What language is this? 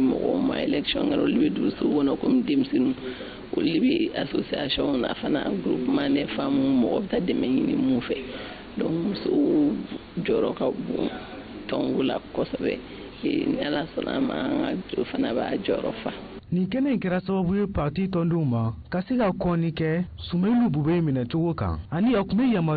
Bambara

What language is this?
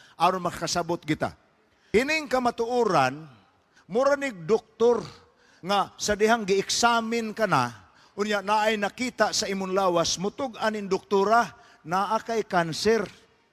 Cebuano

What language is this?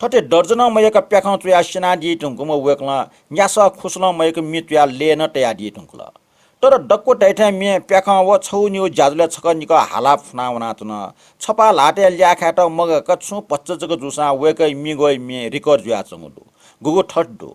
Newari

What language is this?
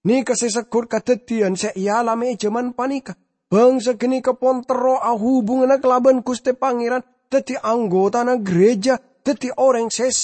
Madurese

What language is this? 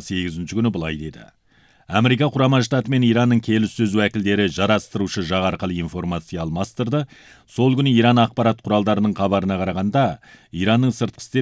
Kazakh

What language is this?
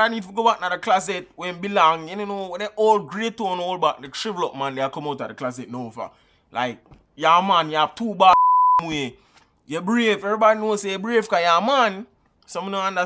Jamaican Creole English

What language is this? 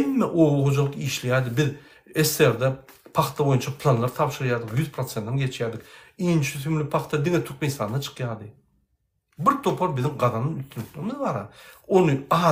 Turkmen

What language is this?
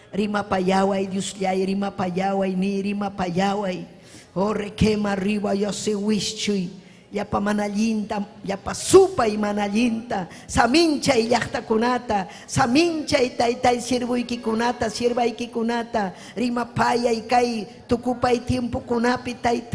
Ayacucho Quechua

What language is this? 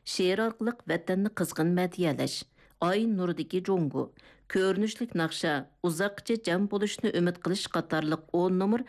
Uyghur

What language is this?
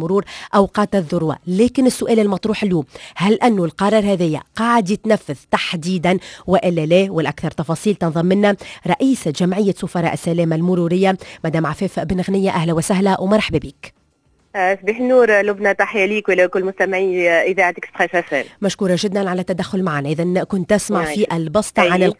Tunisian Arabic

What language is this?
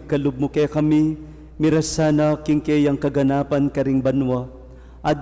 Pampanga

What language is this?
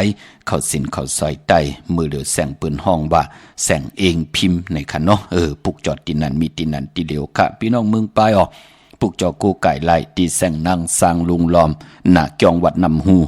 Shan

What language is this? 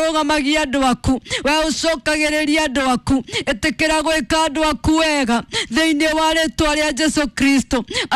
Kikuyu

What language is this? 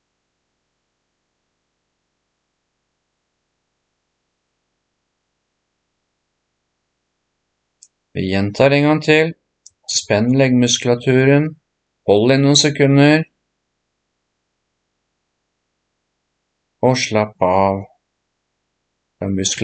Norwegian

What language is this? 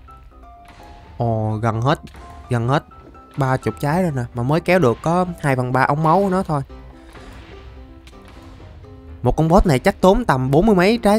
Vietnamese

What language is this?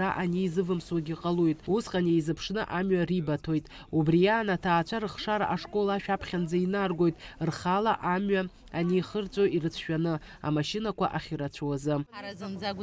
Abkhazian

